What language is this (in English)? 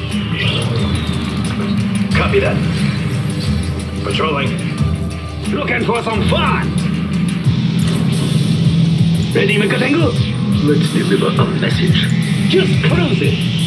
English